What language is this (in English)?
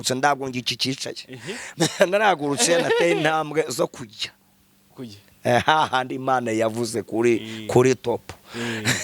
Kinyarwanda